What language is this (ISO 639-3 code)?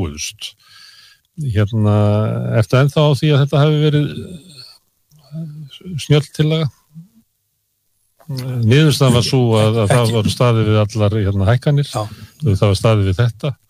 isl